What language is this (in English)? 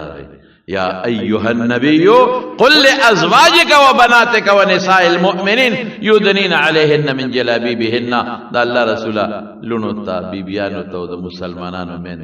Pashto